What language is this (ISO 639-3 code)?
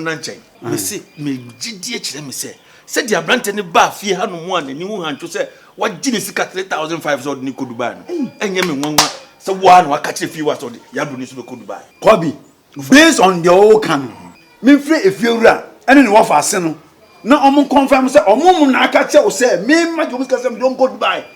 aka